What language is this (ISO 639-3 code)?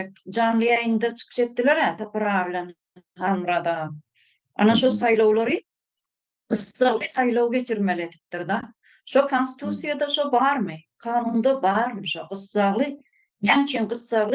tuk